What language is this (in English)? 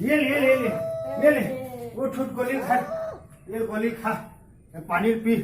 Chhattisgarhi